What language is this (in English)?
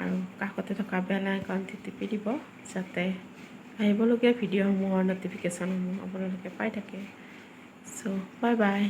Assamese